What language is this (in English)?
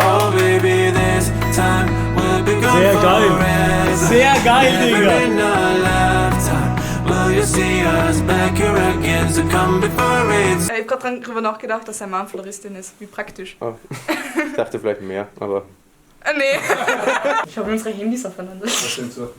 Swiss German